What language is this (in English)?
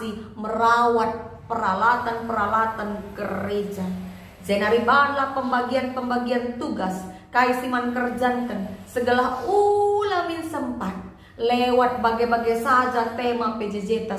Batak Karo